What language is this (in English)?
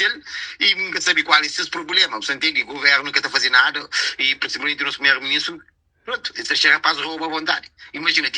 Kabuverdianu